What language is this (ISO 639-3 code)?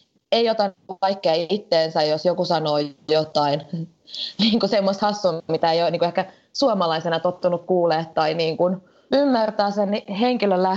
fin